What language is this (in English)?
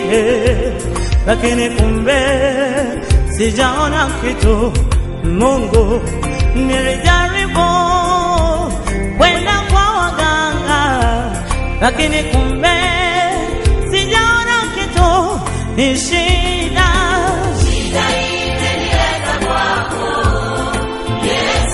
Swahili